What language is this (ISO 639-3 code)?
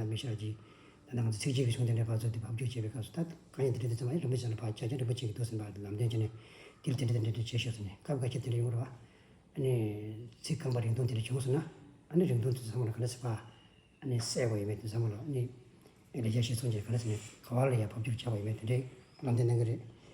bod